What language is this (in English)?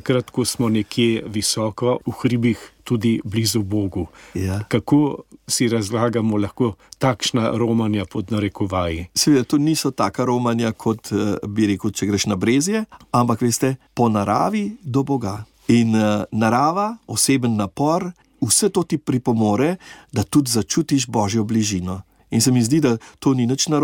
Slovenian